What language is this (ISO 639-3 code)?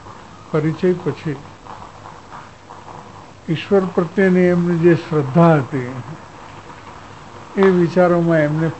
guj